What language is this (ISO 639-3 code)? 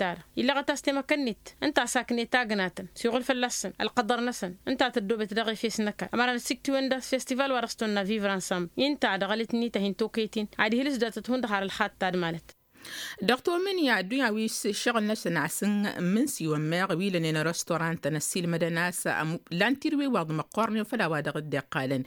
taq